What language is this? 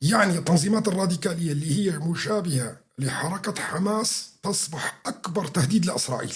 North Levantine Arabic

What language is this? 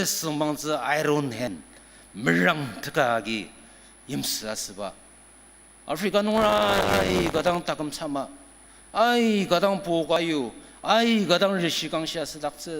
Ao Naga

